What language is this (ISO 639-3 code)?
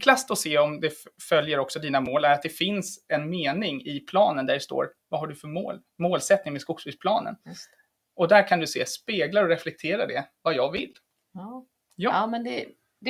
swe